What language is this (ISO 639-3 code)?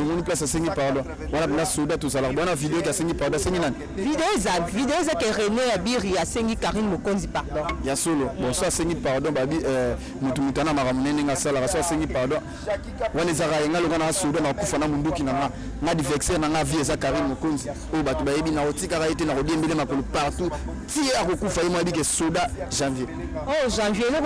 lin